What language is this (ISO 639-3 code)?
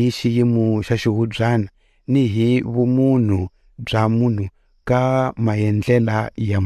tso